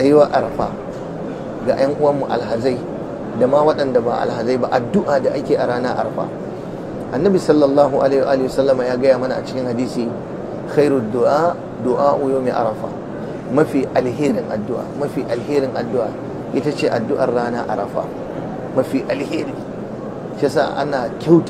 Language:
Hausa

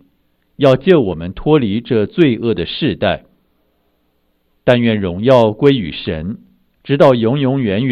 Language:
Chinese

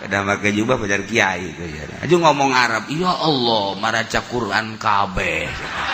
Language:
Sundanese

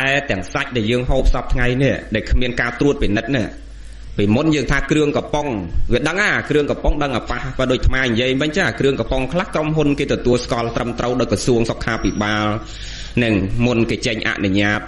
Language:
Khmer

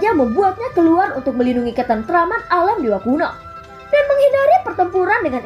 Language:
Indonesian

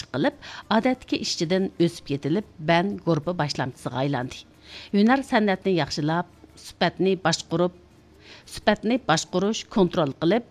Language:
Uyghur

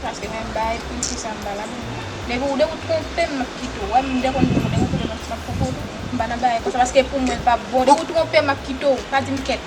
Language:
Haitian Creole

